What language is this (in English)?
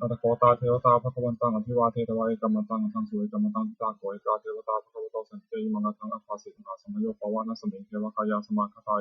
Pali